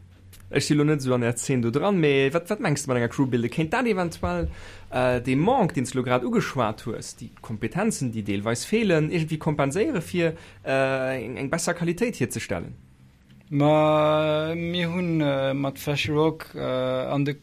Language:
Luxembourgish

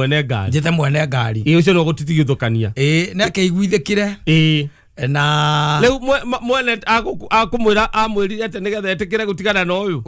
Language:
Kikuyu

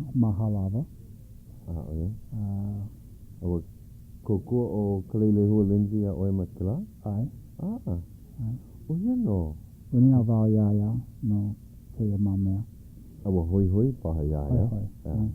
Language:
Hawaiian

